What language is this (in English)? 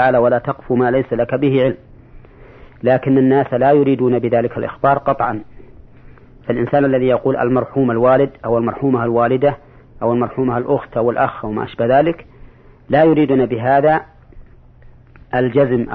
Arabic